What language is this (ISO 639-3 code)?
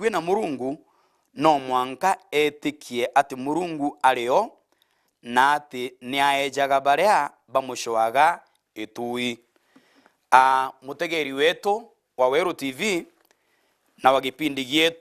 mer